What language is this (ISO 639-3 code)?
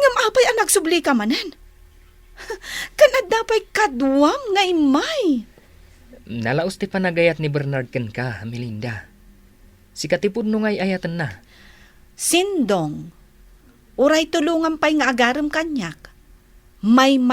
ilo